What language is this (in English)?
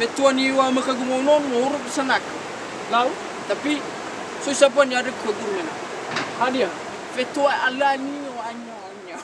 Nias